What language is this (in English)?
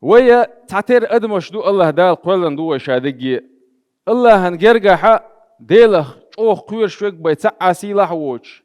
Chechen